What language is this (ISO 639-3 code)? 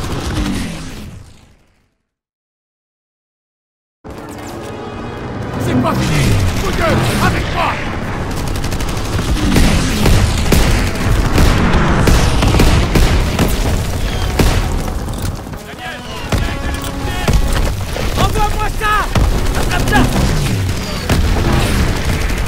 fra